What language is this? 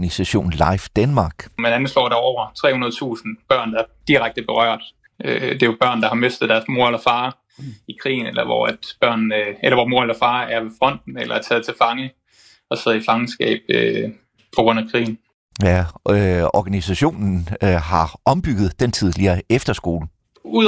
Danish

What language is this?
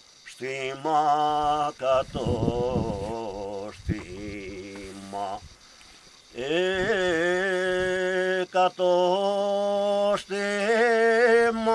Greek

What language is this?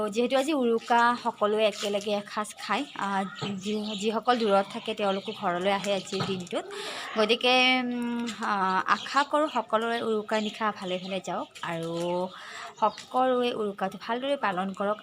Assamese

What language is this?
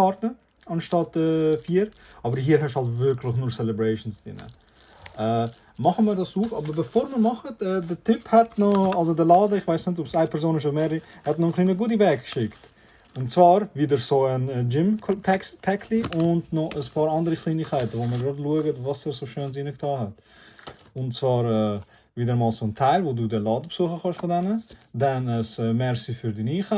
Swiss German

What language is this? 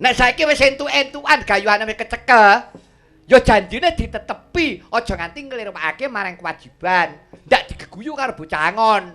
Javanese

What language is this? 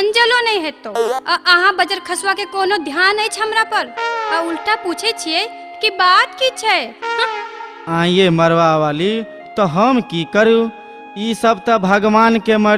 Maithili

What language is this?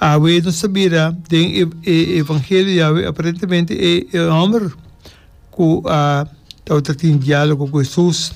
Papiamento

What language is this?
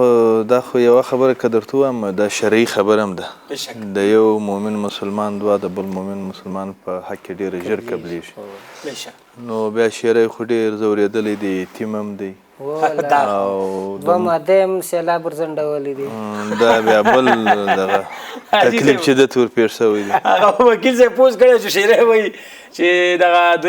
Pashto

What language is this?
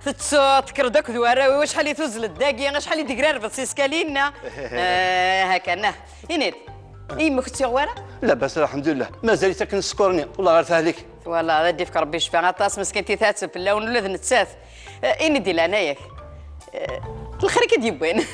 Kabyle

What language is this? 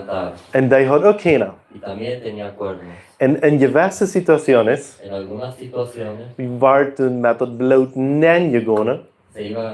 Plautdietsch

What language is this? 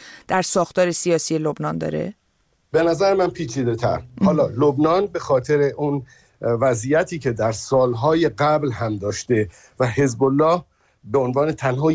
Persian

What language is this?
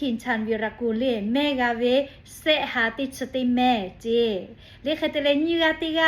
Lahu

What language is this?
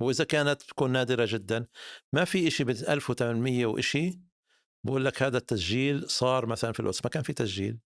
North Levantine Arabic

